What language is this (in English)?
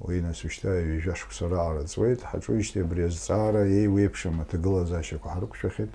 Abkhazian